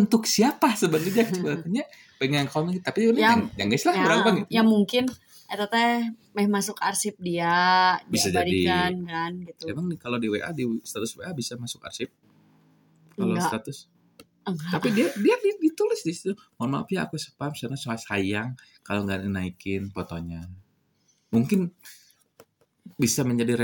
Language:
Indonesian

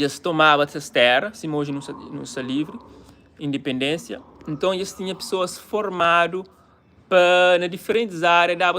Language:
Kabuverdianu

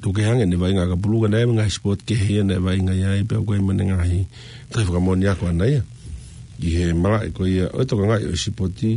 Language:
Tongan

